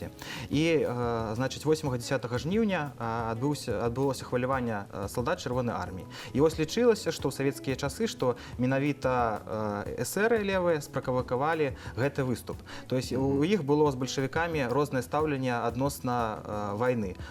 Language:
Belarusian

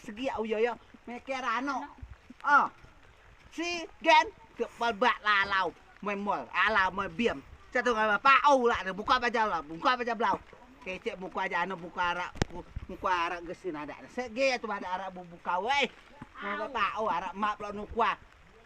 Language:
Rejang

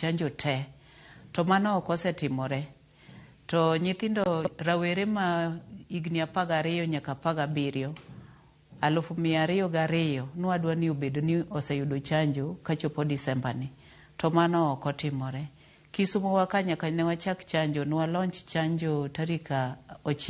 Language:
Luo (Kenya and Tanzania)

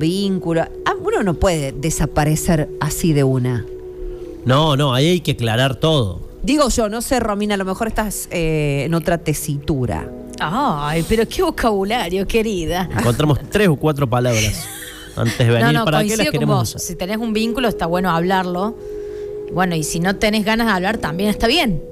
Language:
Spanish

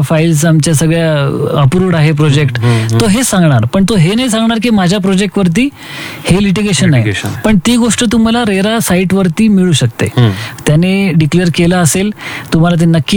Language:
Marathi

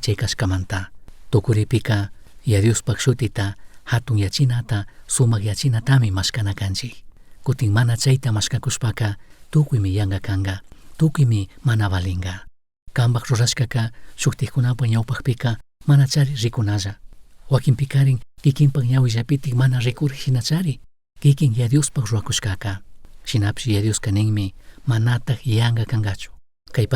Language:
Chimborazo Highland Quichua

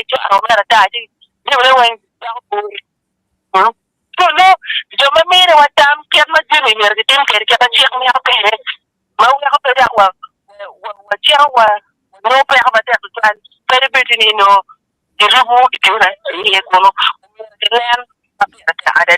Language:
Acoli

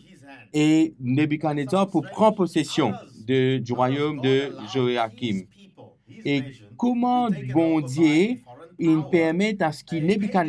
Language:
Morisyen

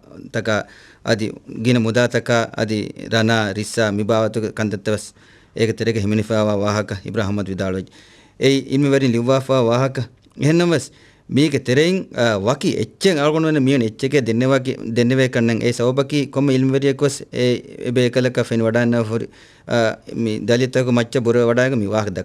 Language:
Divehi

